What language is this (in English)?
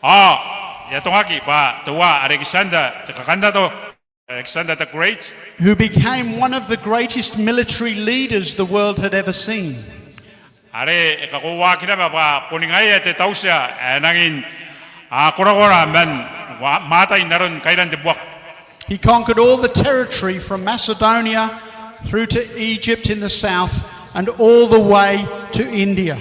Gilbertese